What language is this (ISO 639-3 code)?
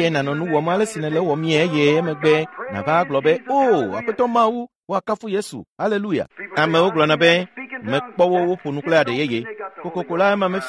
ewe